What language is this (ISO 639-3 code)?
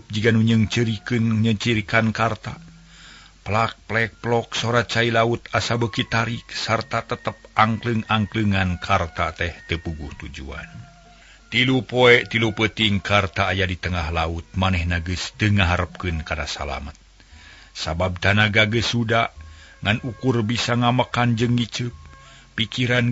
sun